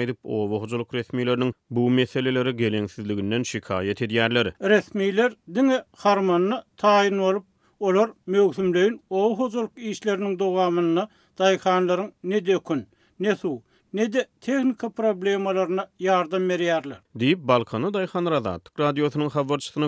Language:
Turkmen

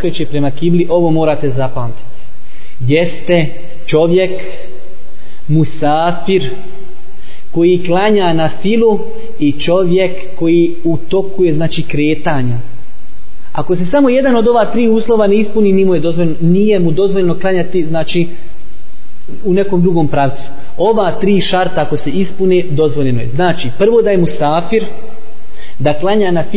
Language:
Bosnian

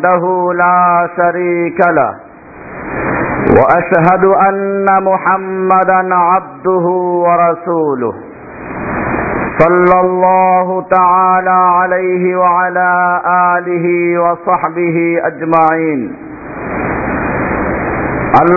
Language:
Bangla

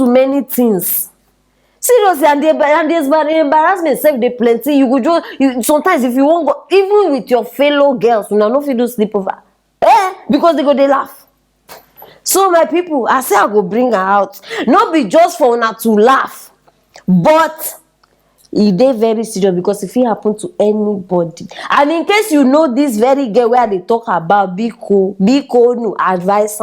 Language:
Nigerian Pidgin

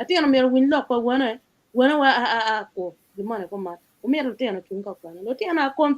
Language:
Acoli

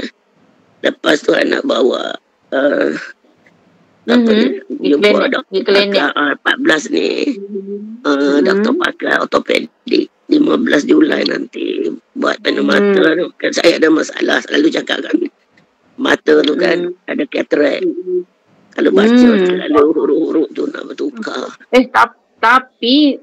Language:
Malay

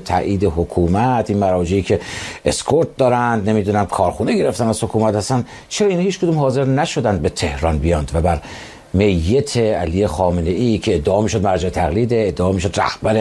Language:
Persian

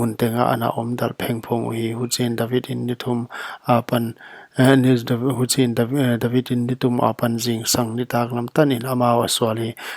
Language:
Paite Chin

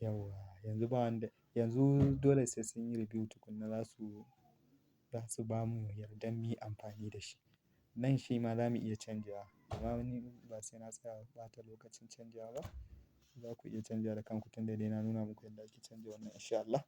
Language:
Hausa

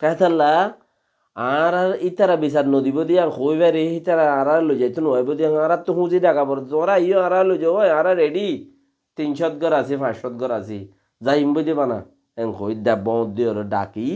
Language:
Rohingya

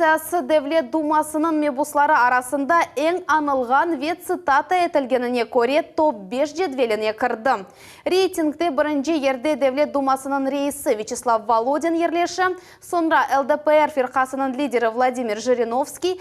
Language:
Crimean Tatar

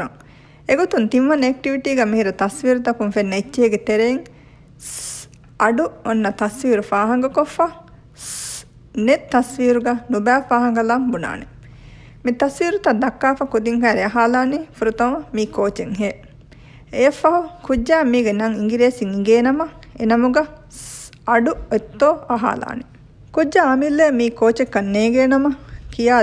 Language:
Divehi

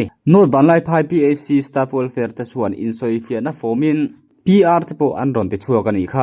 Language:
Mizo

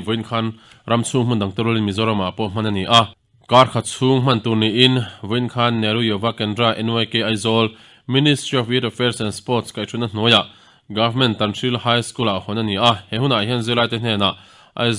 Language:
Mizo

